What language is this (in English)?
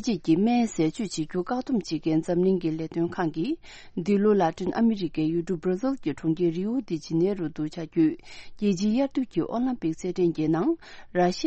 Tibetan